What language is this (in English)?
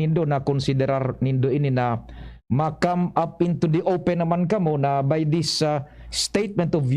Bikol